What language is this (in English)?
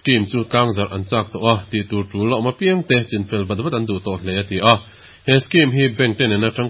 Mizo